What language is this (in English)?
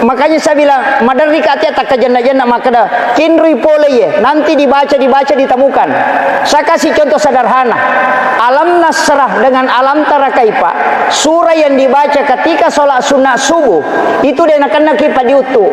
Buginese